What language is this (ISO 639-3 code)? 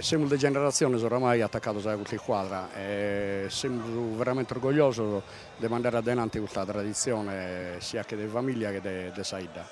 srd